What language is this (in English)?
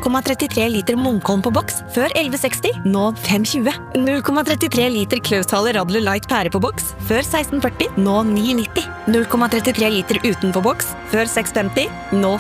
Norwegian